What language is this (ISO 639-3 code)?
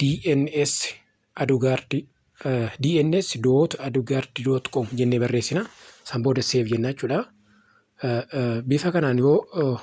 orm